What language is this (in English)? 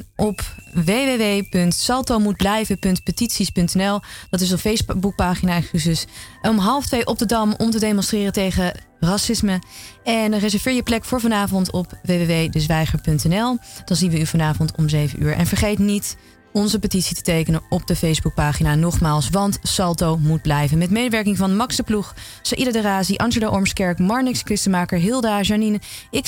Dutch